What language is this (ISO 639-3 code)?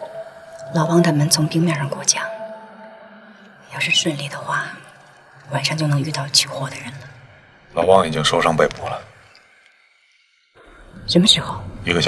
zho